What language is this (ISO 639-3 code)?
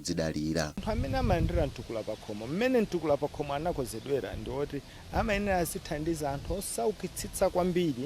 nya